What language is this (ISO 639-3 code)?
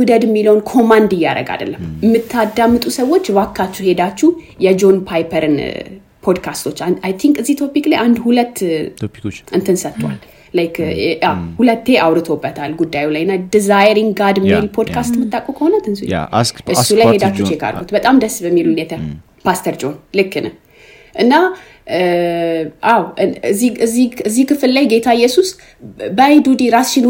amh